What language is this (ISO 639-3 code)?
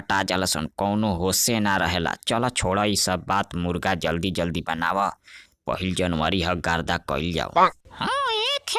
bho